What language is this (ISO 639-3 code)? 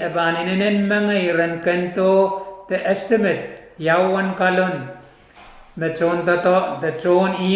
pon